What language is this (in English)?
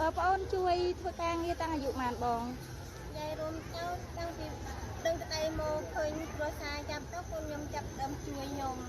Khmer